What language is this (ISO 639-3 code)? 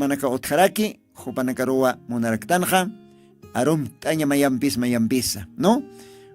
aym